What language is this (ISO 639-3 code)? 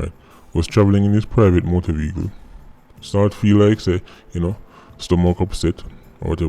jam